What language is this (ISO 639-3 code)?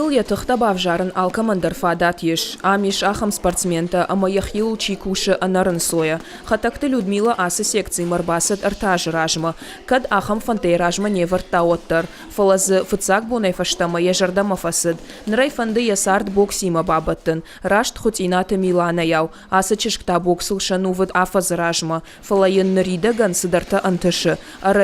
oss